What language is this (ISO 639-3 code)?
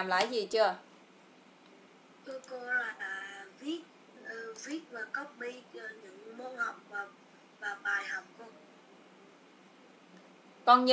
vie